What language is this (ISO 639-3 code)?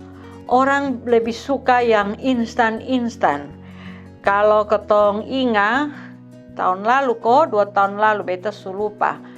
mkn